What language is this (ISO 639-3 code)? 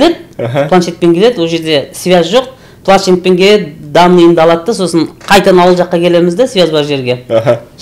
kaz